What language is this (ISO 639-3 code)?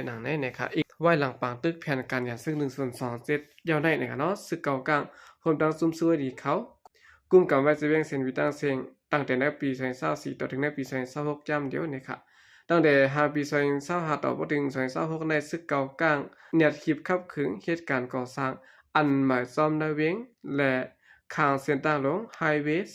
shn